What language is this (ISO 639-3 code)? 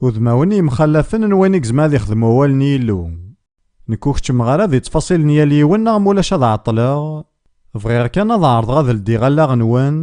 kab